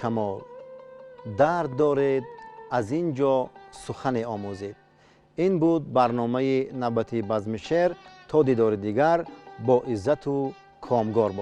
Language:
Tajik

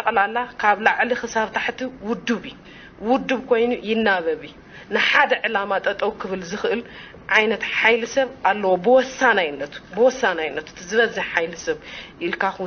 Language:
Tigrinya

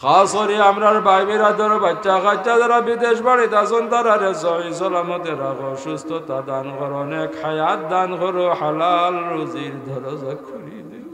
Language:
Sylheti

